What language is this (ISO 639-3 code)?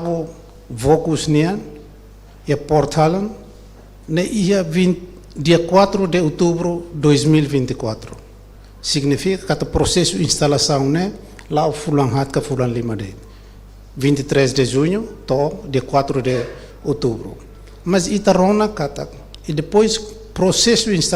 tet